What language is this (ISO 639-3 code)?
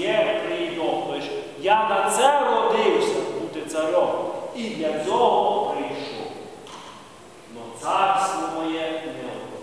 ukr